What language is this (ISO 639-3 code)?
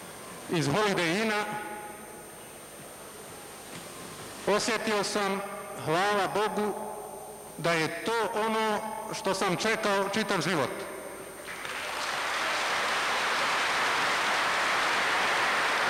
bos